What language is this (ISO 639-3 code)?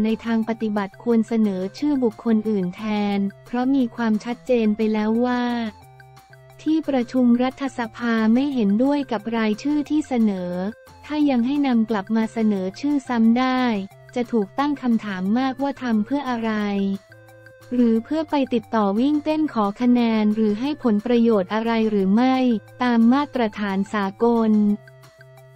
tha